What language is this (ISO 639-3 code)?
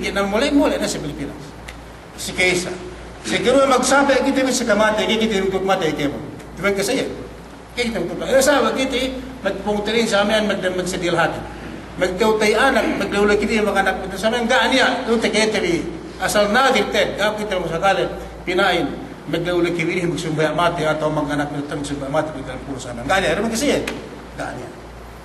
yka